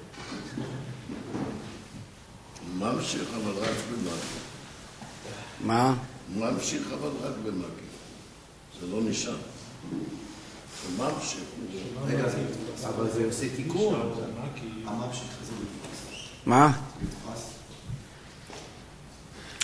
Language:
Hebrew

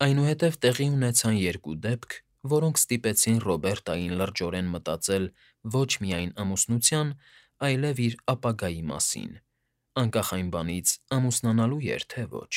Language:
Armenian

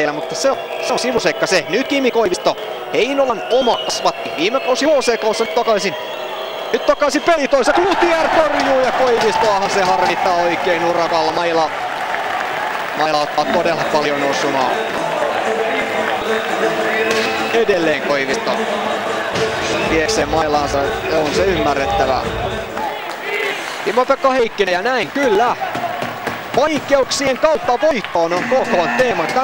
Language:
Finnish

